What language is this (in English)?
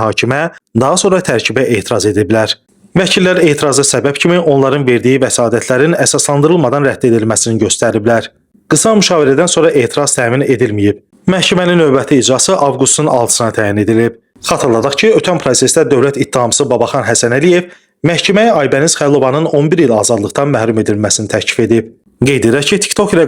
Azerbaijani